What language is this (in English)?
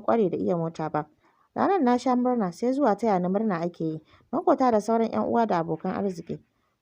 Hausa